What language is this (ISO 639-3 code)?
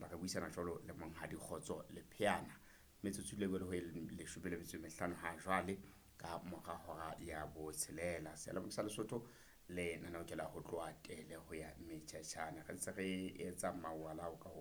sot